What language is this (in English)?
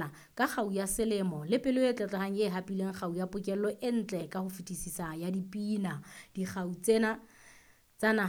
Southern Sotho